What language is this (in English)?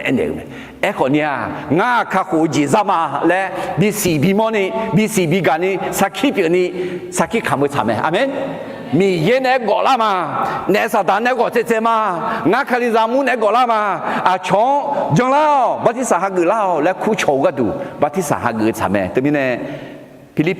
Akha